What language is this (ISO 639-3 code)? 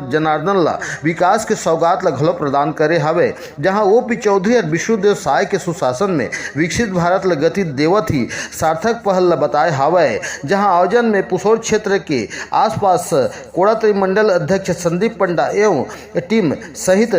hne